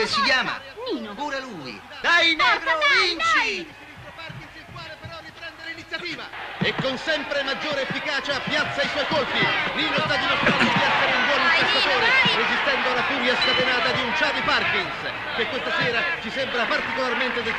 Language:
Italian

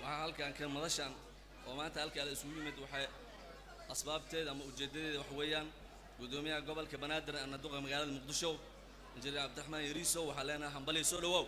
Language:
Somali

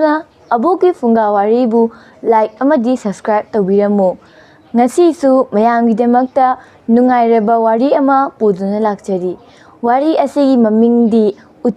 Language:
Manipuri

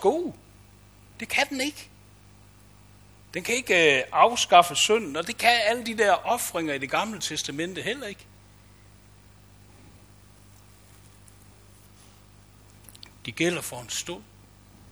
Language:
Danish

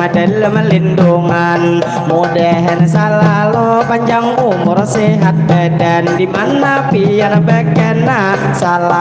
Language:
Banjar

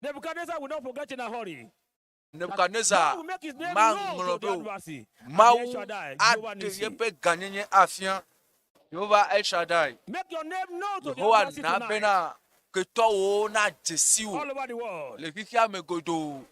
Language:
Ewe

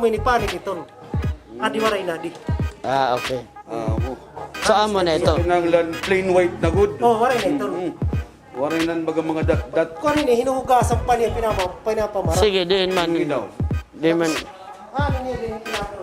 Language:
Waray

